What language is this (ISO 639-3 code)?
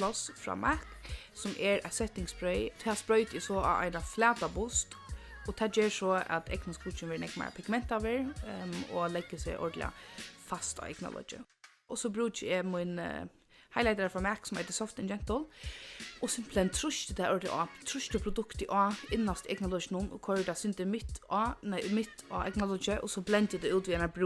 fao